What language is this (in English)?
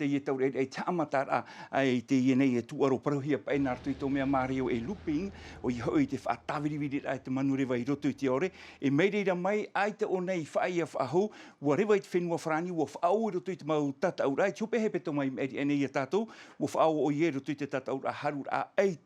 Tahitian